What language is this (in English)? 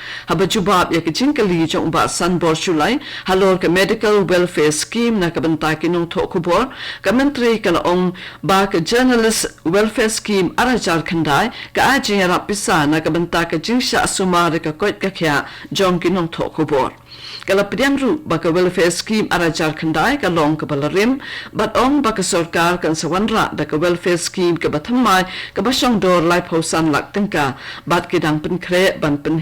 Khasi